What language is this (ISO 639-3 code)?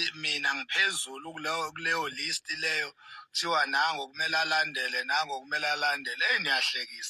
zul